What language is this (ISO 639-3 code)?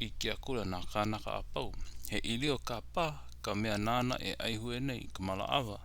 haw